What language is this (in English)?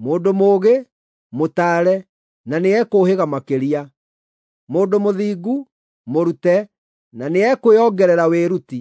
Kikuyu